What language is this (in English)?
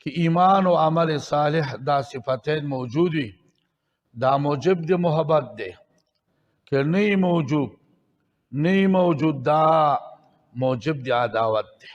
Pashto